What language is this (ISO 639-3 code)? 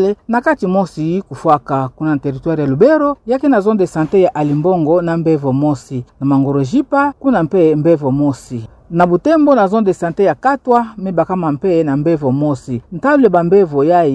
ktu